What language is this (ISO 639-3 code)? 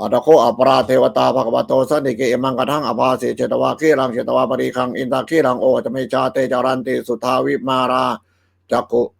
pli